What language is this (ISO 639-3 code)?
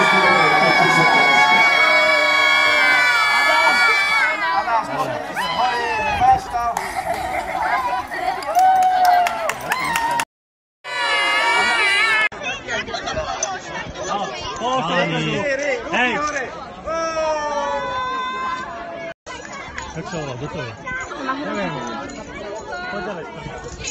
slk